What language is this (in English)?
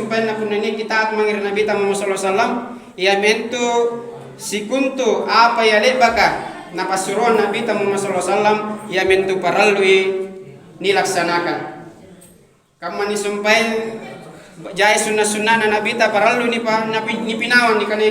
Makasar